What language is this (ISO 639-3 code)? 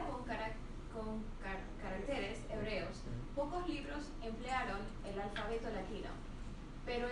lad